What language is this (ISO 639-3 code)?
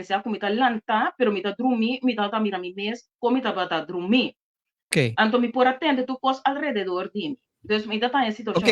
pap